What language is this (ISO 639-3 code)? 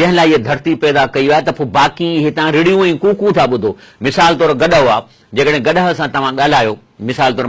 snd